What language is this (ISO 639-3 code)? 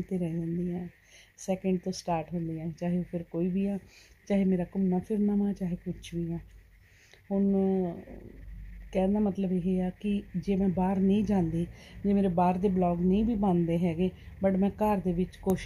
pan